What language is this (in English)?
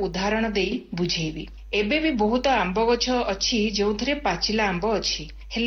Odia